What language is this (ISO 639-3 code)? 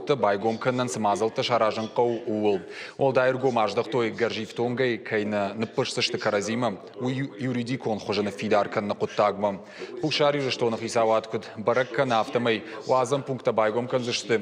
oss